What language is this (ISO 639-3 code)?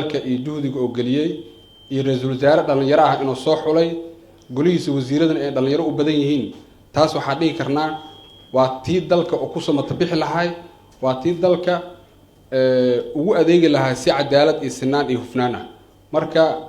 som